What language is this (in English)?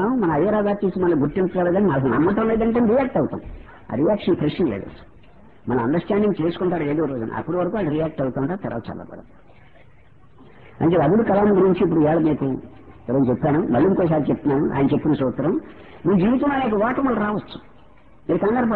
Telugu